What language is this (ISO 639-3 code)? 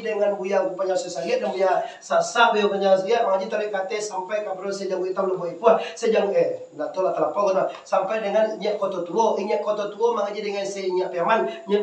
min